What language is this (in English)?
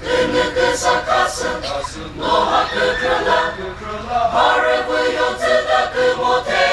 Chokri Naga